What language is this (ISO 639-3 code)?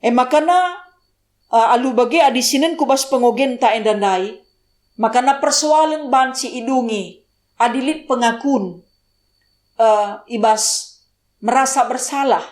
btx